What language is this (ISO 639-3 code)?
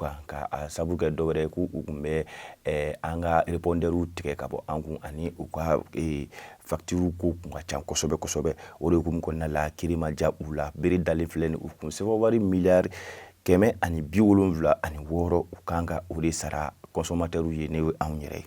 bam